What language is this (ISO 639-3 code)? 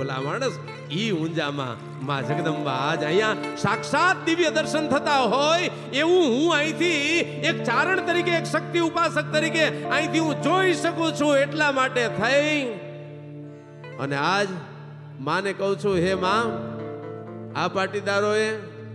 guj